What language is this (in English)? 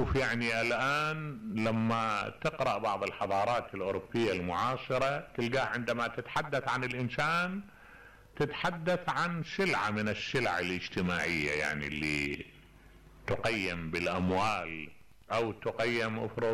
Mesopotamian Arabic